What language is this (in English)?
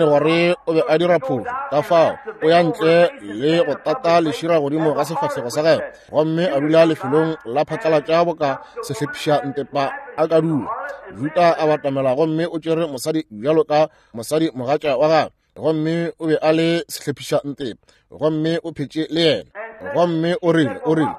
Northern Sotho